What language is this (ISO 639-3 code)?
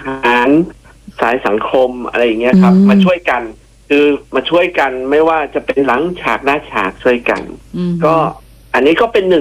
tha